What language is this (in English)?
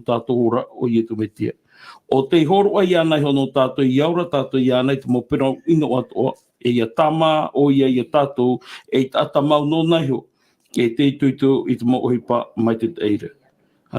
Tahitian